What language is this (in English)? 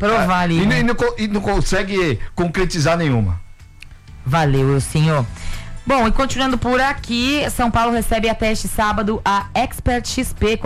Portuguese